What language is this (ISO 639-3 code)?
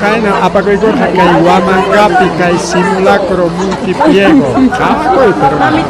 quy